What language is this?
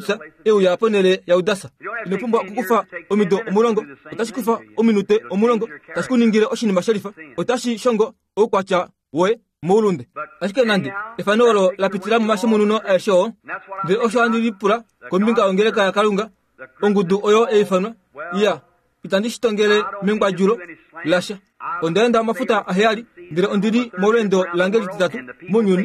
Kuanyama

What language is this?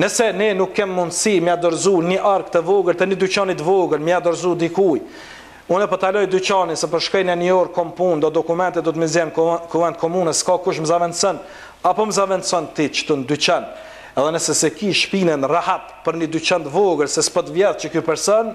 Albanian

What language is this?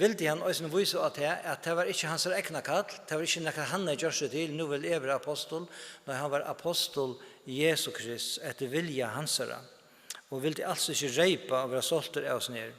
Faroese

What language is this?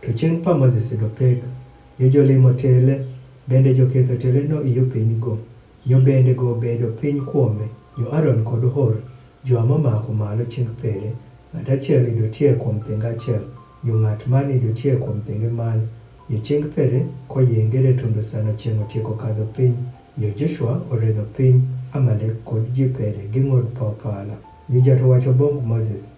Adhola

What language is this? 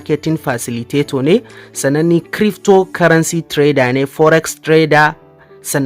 Hausa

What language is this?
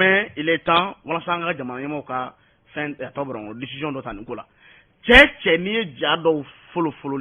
Bambara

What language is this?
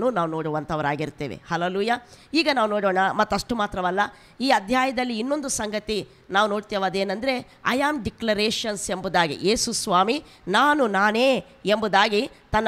Kannada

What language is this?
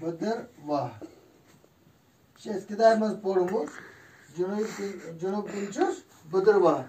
Kashmiri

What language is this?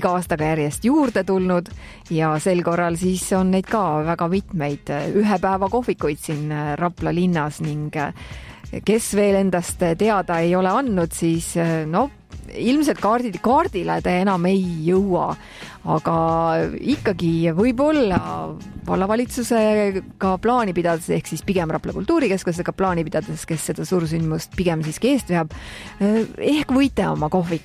Estonian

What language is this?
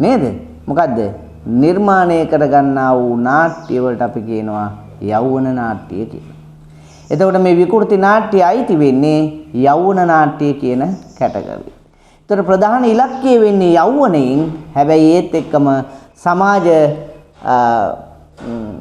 Sinhala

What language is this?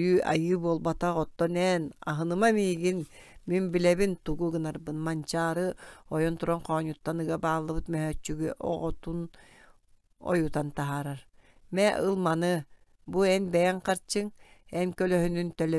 Yakut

